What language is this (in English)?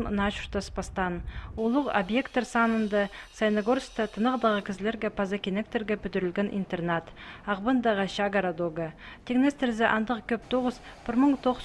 Khakas